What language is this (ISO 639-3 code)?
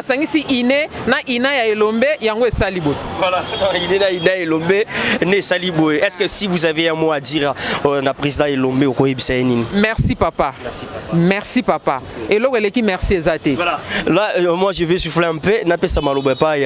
lin